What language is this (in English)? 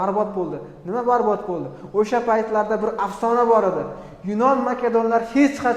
Uzbek